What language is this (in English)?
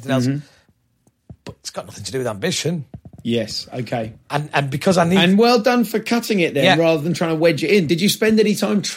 English